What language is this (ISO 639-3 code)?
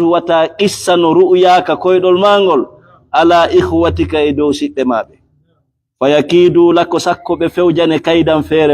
ful